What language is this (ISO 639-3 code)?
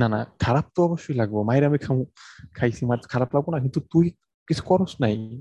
ben